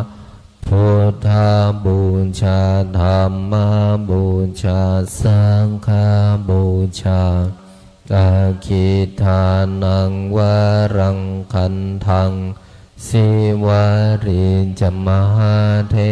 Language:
Pali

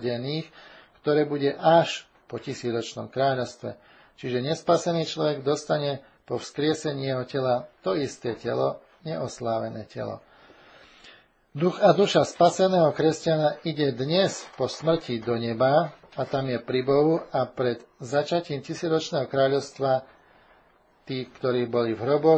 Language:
Slovak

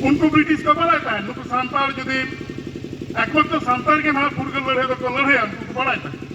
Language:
Santali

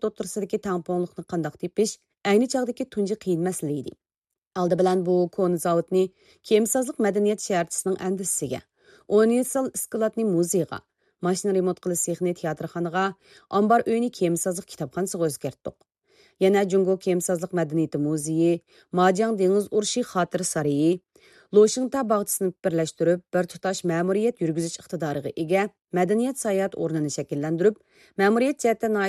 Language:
Uyghur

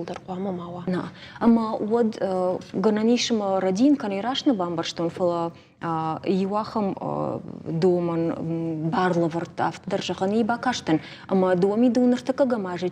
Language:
Ossetic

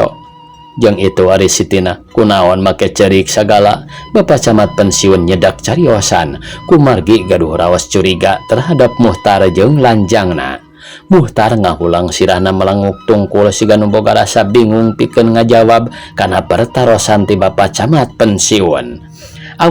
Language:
Sundanese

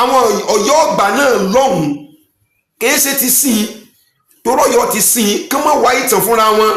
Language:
Yoruba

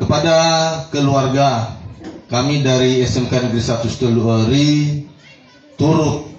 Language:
Nias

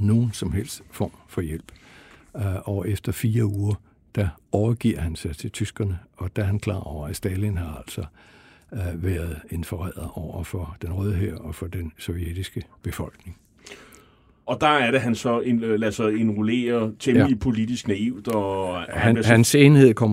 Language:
Danish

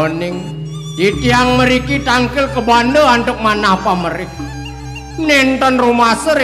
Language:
Balinese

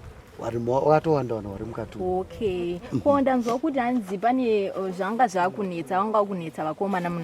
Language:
Shona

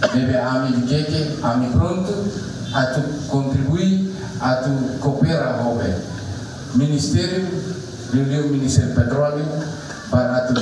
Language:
Tetum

